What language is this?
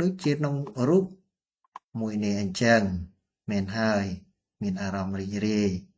Khmer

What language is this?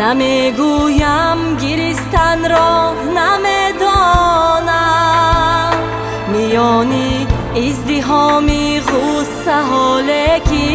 Tajik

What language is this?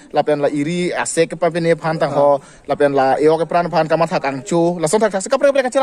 Karbi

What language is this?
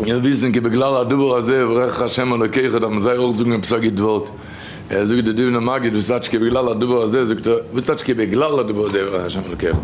Yiddish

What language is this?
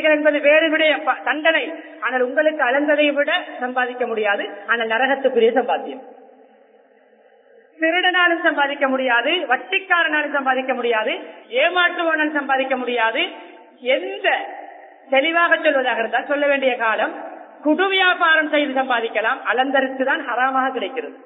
Tamil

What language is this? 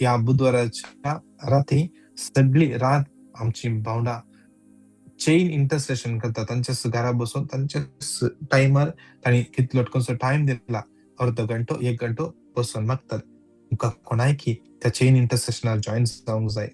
Konkani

